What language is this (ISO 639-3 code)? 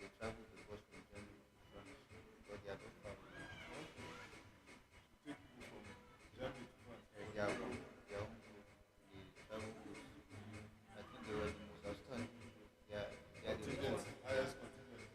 kcg